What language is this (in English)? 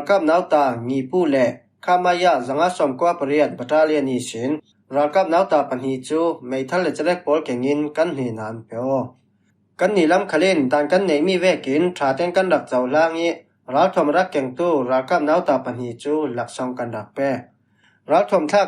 Falam Chin